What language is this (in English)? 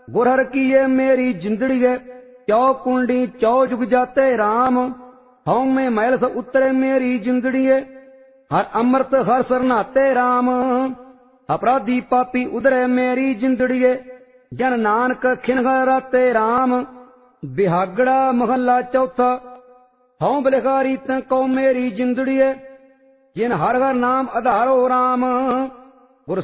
Punjabi